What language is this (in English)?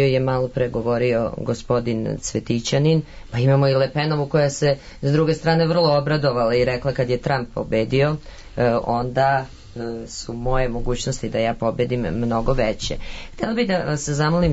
Serbian